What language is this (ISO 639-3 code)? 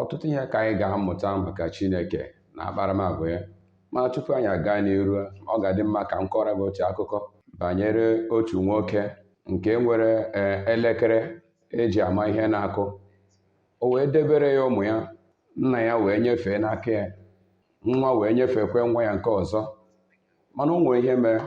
ibo